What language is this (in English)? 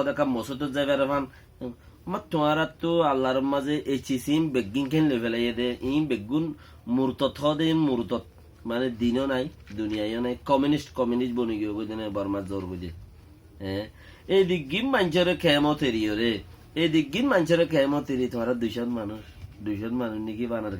Rohingya